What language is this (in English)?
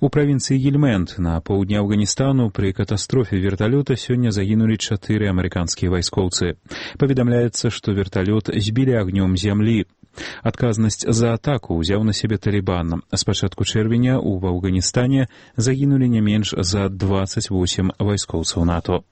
Belarusian